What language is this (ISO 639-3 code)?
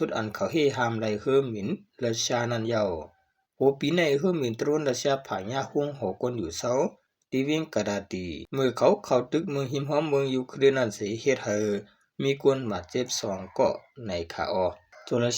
shn